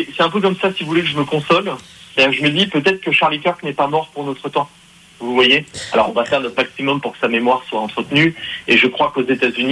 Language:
French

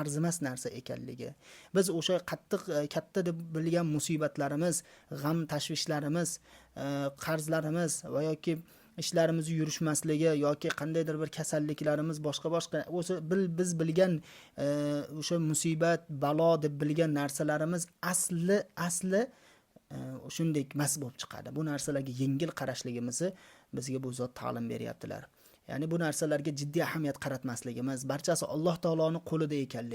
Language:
Uzbek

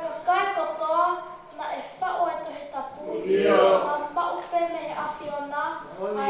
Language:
Tongan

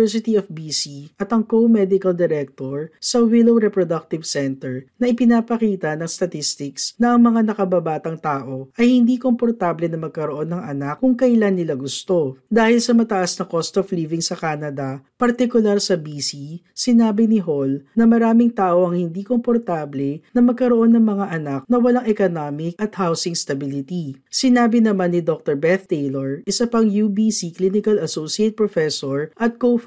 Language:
Filipino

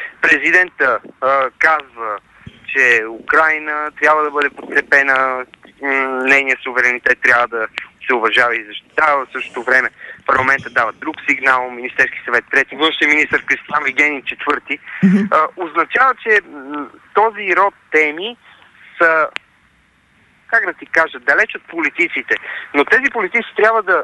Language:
Bulgarian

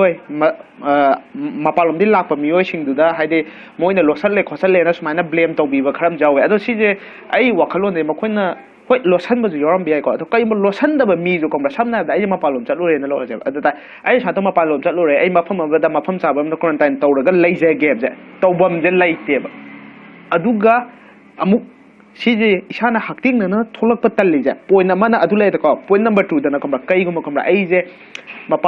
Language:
Manipuri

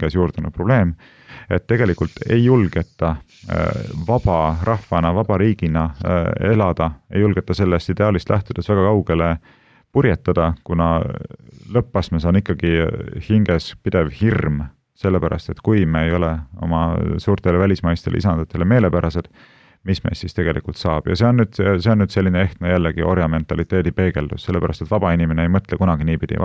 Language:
Estonian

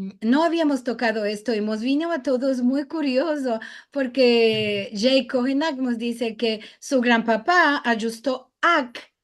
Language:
Ladino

